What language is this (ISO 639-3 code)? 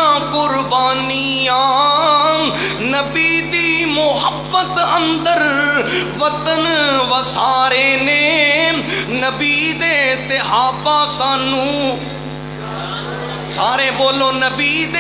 lah